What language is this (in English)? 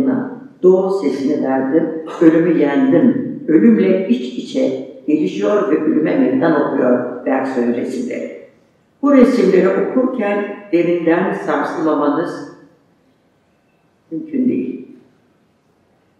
Turkish